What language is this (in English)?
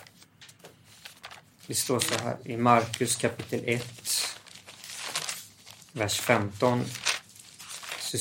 Swedish